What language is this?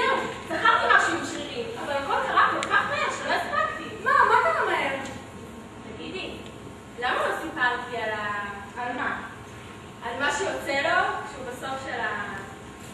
Hebrew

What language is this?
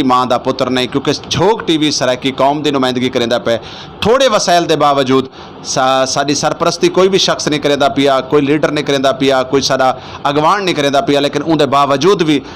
Saraiki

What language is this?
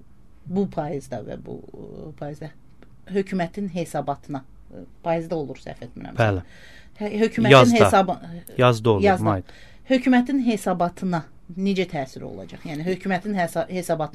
Azerbaijani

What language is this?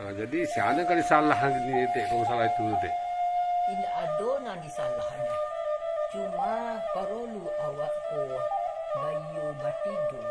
Minangkabau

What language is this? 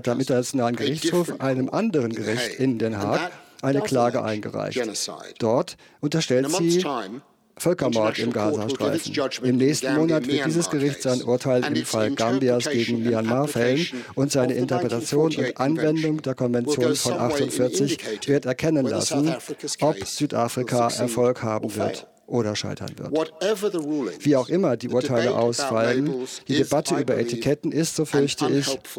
German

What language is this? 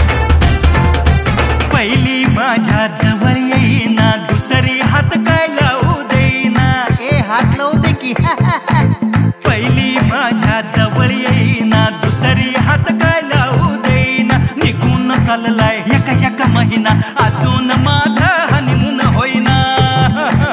Marathi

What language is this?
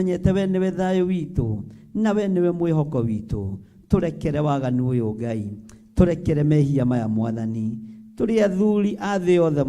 Kikuyu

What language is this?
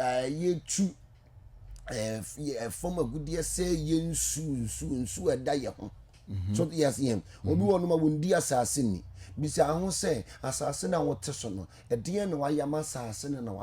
Akan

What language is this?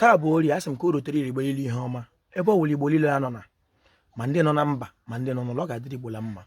Igbo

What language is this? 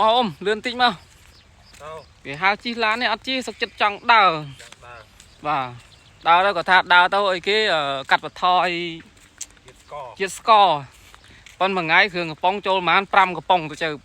Khmer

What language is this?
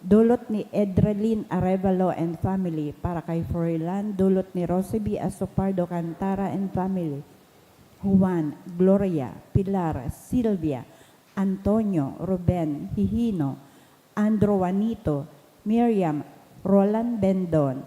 Bikol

